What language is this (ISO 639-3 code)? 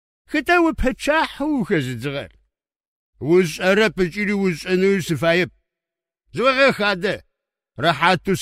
ady